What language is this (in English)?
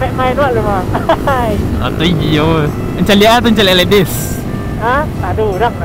Minangkabau